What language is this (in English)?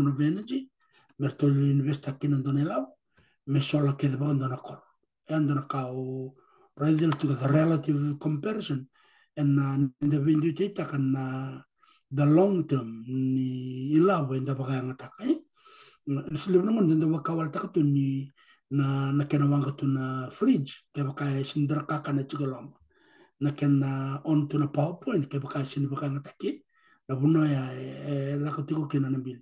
Fijian